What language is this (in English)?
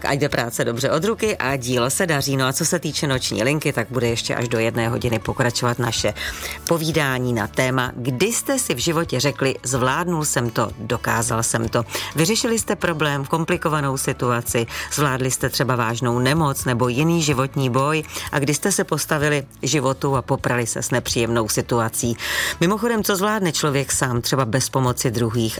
Czech